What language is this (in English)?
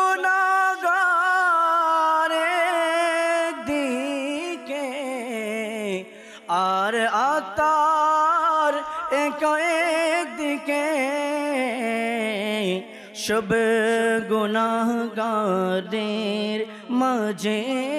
Bangla